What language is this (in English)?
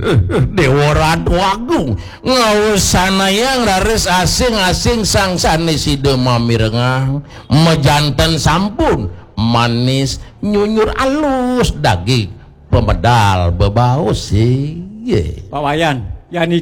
Balinese